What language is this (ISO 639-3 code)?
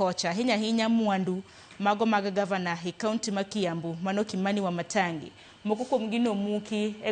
luo